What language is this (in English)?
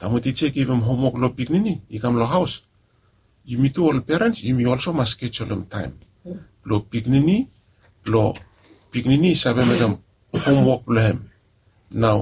Bislama